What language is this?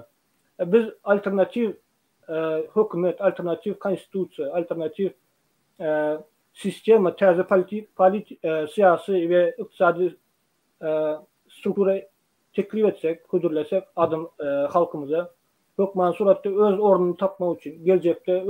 Turkmen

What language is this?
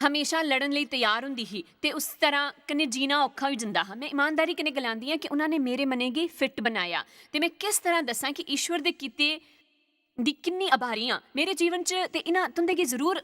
Dogri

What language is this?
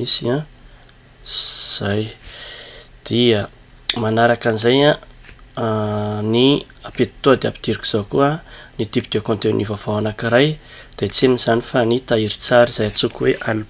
Malagasy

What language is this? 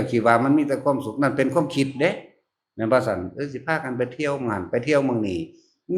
Northeastern Thai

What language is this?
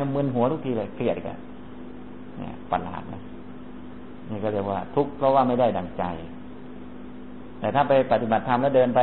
Thai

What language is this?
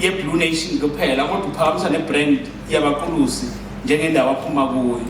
Zulu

